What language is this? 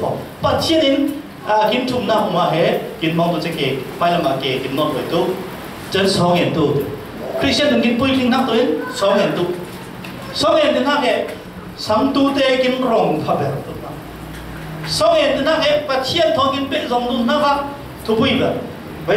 Falam Chin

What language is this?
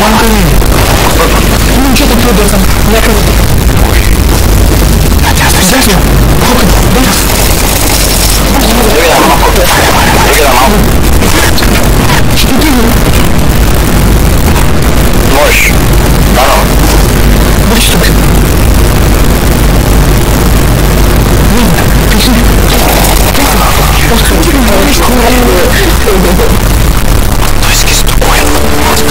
Bulgarian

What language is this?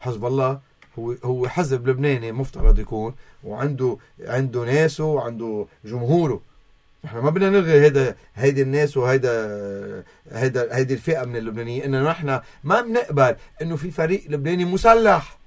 North Levantine Arabic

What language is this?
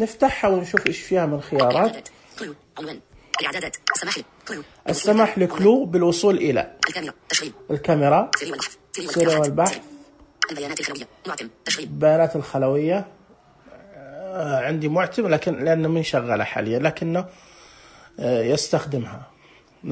Najdi Arabic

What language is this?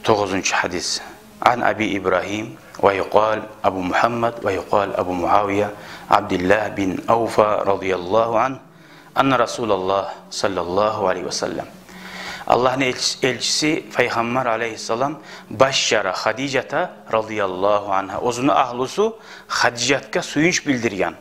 Kumyk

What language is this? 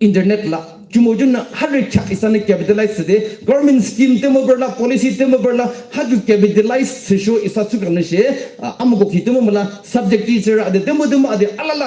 Yimchungru Naga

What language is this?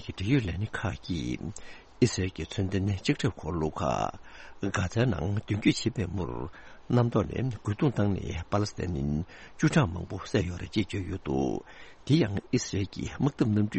Tibetan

